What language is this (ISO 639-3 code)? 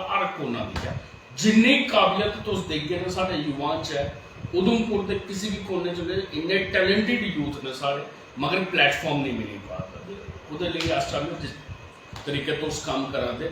doi